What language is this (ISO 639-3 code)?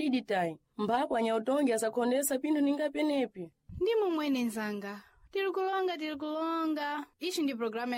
seh